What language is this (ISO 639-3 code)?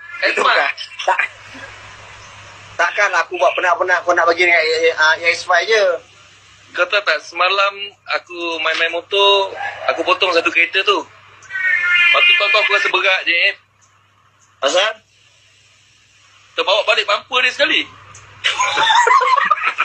msa